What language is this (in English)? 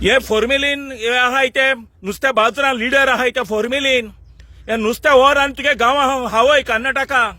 Konkani